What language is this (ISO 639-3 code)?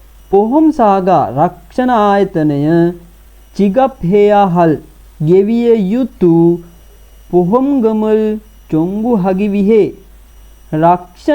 sin